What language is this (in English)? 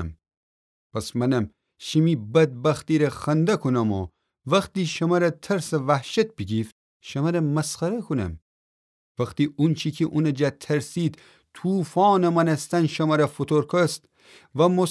Gilaki